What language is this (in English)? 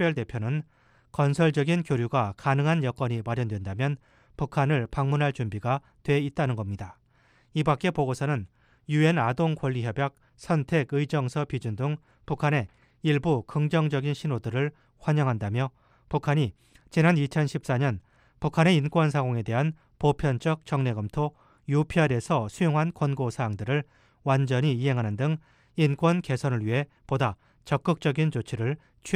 Korean